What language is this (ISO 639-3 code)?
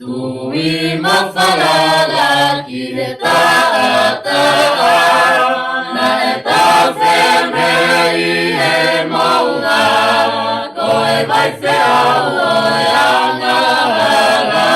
ton